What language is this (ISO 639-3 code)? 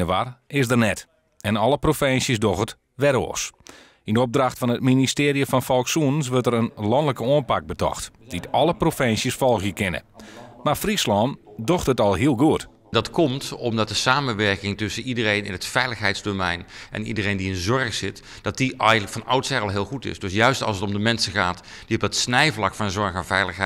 fry